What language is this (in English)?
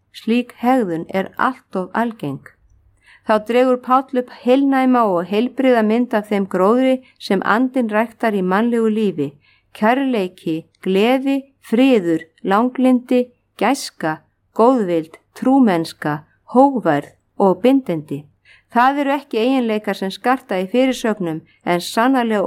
Icelandic